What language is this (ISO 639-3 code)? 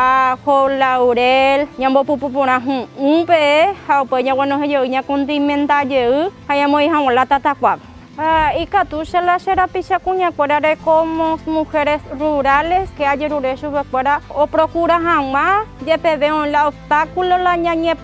grn